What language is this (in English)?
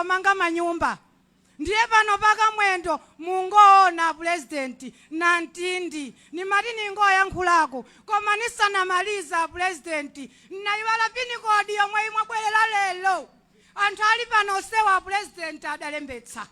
Nyanja